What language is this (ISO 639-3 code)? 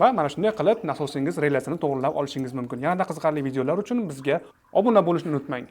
uzb